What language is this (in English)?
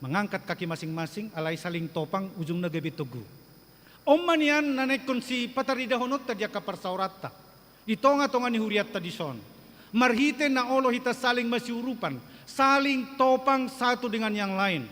Batak Toba